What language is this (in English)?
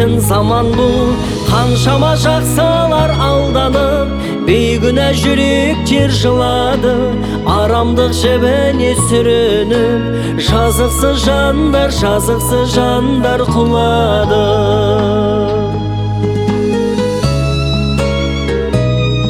Kazakh